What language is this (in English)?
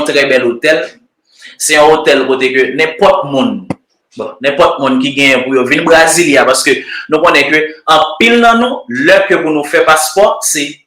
Haitian Creole